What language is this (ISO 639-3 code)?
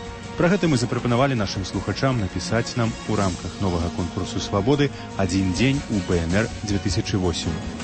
bel